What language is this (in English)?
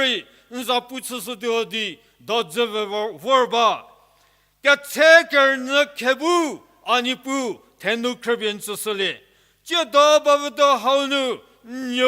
Angami Naga